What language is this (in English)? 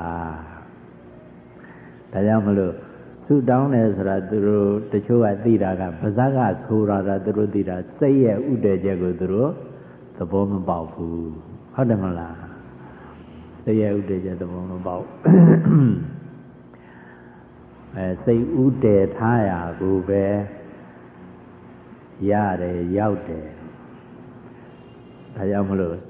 Burmese